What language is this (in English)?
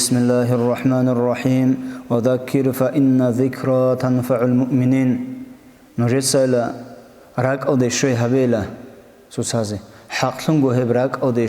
Avaric